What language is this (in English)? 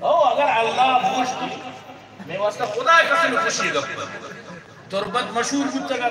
Eastern Balochi